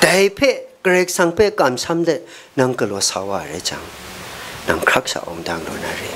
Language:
Kachin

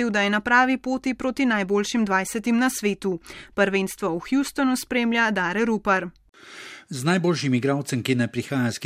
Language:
Slovenian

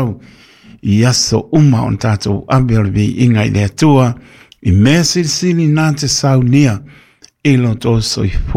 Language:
Samoan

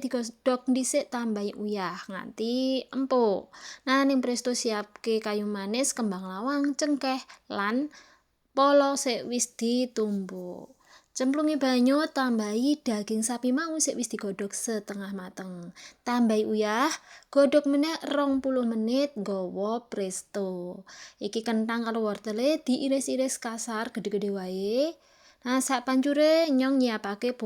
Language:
Javanese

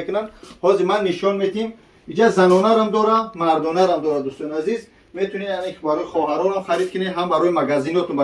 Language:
Tajik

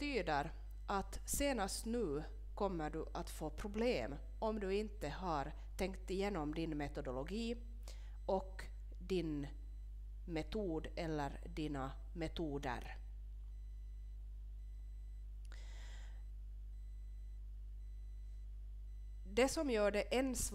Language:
Swedish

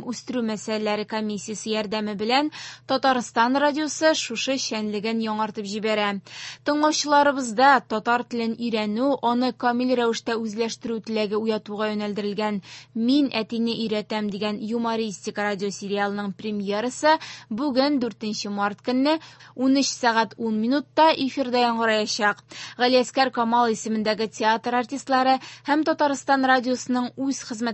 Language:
Tatar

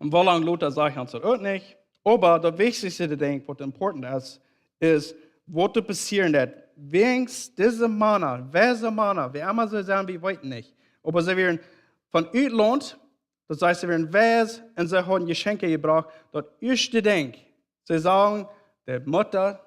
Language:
Plautdietsch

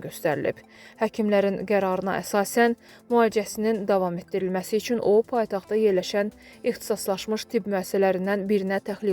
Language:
Azerbaijani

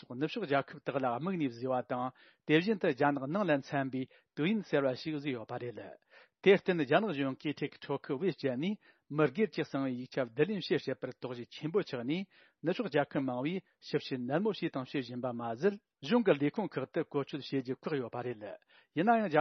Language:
Tibetan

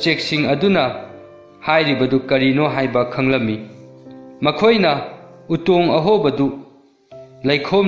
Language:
Manipuri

